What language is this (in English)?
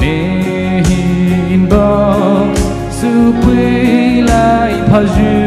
Poumei Naga